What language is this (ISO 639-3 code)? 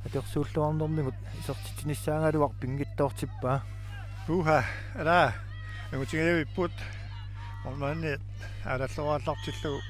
kal